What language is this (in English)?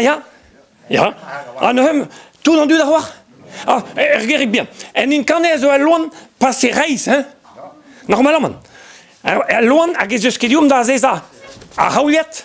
Breton